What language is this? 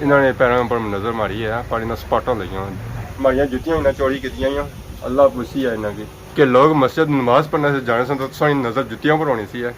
Pahari-Potwari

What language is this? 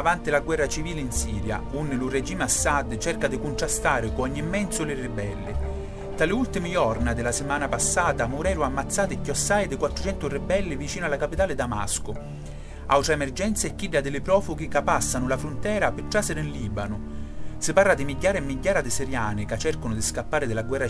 Sicilian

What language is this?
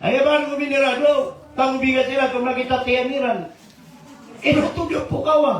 Maranao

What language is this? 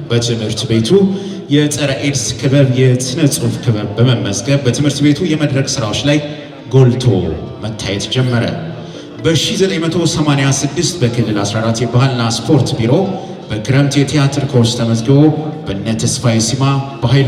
Amharic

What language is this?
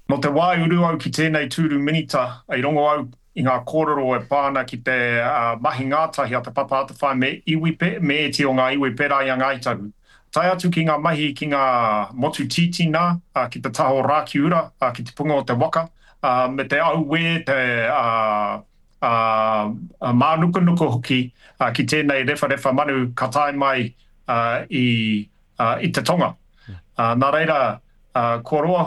Māori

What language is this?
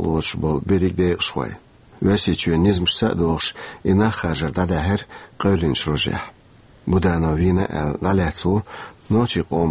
Chechen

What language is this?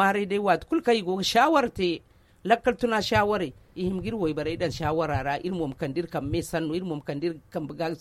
Zarma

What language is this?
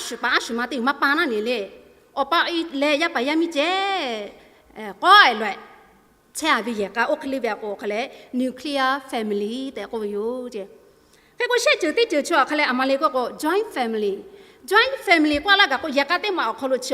Lahu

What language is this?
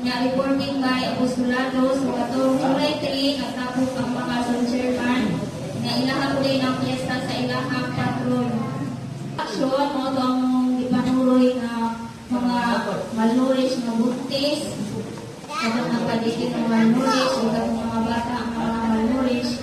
Cebuano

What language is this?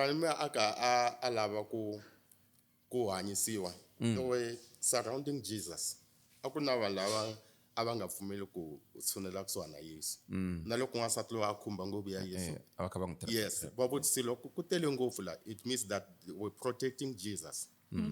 Tsonga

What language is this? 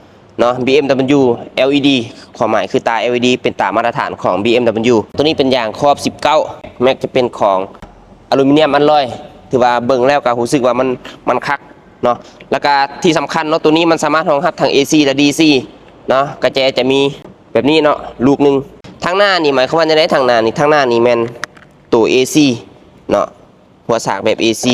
Lao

